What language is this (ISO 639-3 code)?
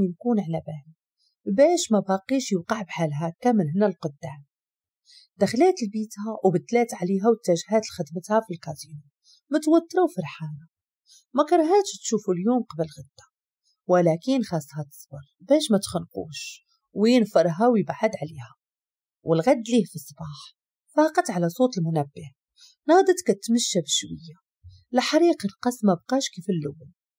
ary